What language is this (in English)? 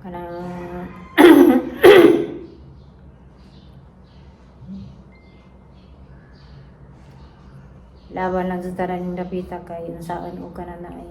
Cebuano